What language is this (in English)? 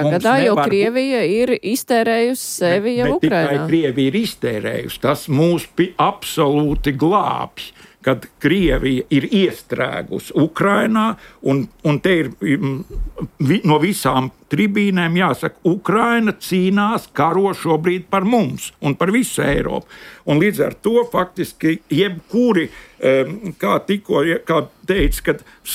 Latvian